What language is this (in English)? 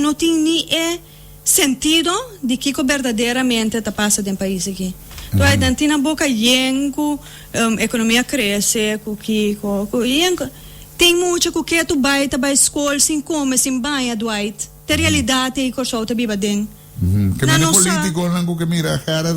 Papiamento